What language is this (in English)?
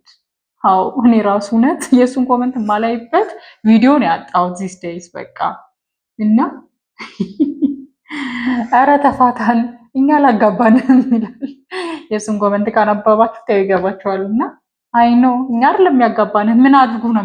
Amharic